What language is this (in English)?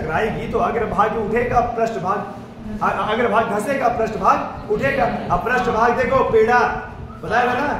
Hindi